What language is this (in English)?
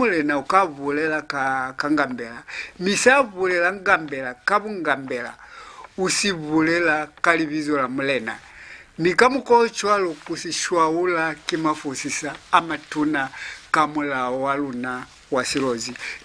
Lozi